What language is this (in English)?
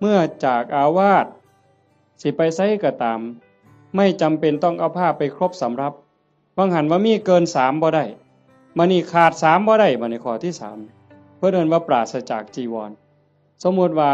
Northeastern Thai